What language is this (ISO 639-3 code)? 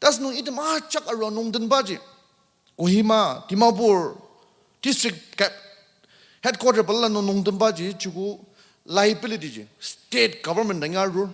njo